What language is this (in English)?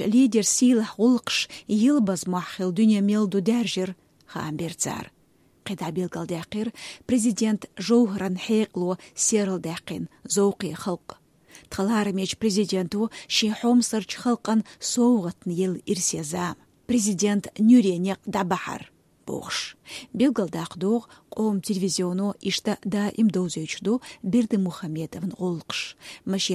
Chechen